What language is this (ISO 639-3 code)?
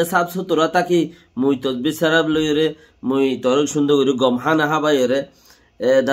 rhg